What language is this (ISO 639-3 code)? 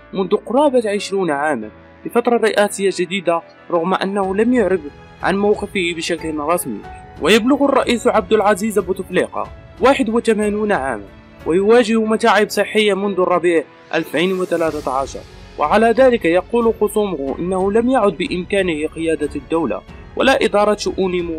ara